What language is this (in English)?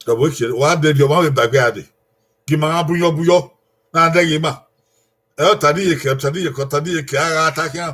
Bini